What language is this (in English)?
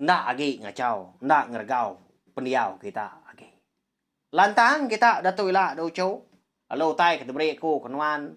Iban